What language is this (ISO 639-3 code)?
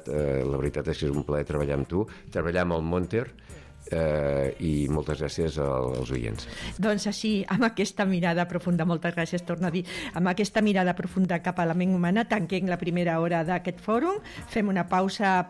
cat